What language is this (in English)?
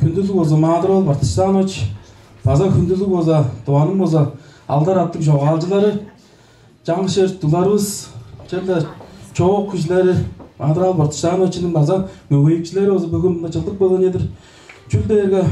Tuvinian